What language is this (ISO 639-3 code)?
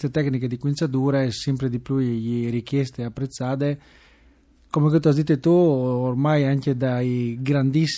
fur